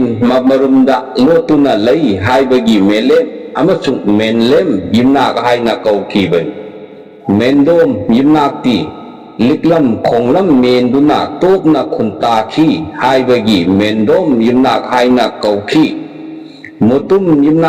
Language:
Manipuri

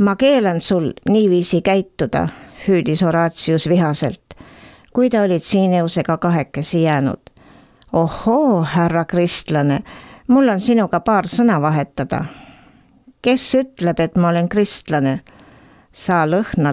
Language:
Estonian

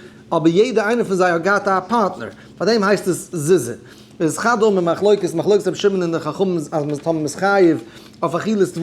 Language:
Yiddish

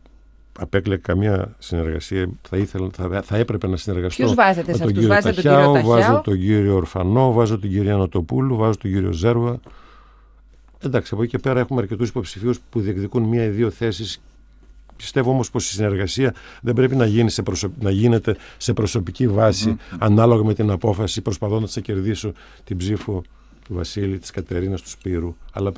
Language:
Greek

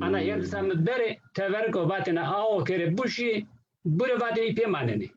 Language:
Zaza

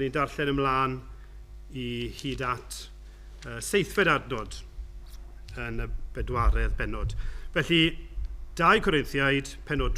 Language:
Welsh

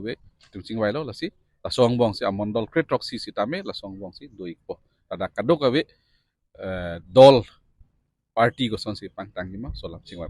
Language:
Karbi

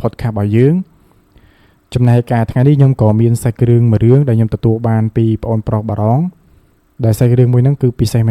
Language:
Khmer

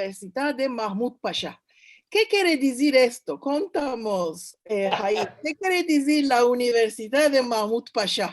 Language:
Ladino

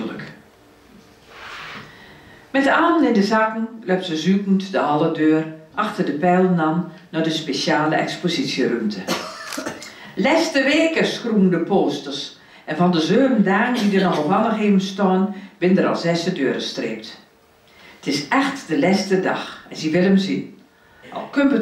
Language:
Dutch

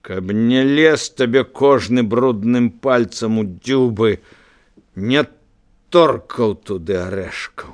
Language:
Belarusian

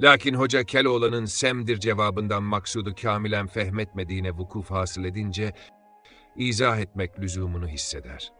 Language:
Ottoman Turkish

